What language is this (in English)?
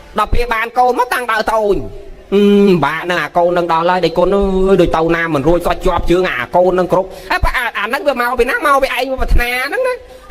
Khmer